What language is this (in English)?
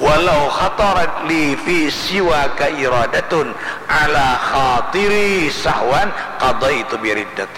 Banjar